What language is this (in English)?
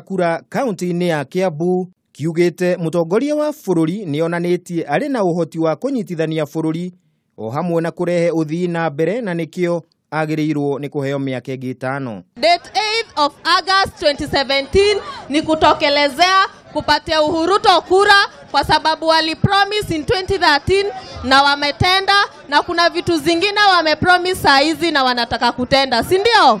Kikuyu